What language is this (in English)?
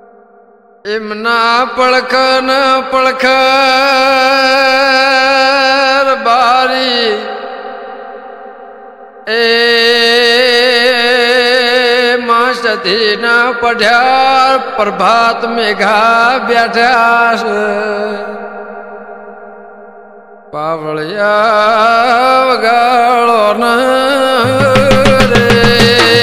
Gujarati